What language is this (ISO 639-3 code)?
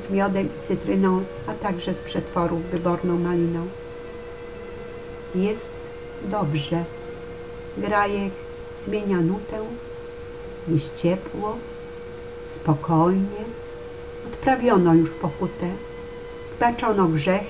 pol